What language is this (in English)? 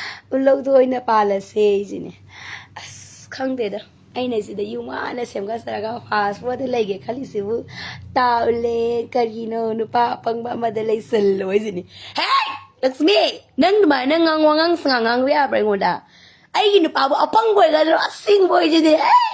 Manipuri